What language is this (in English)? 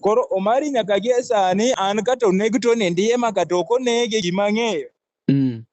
Luo (Kenya and Tanzania)